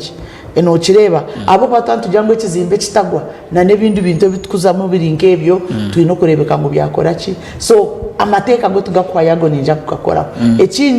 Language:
Nyankole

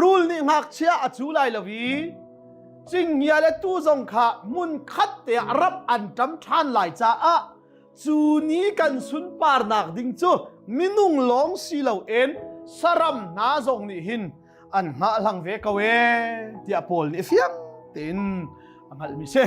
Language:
Hakha Chin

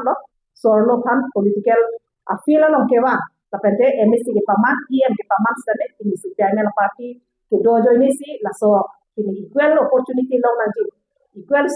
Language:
Karbi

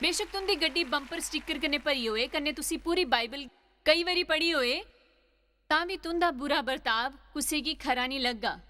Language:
Dogri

